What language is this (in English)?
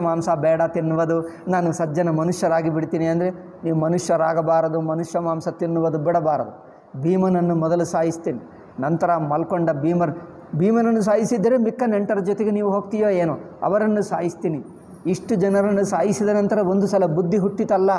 Kannada